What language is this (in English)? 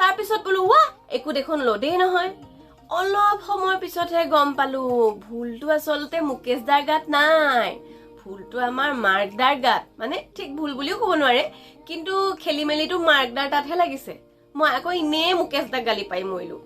Assamese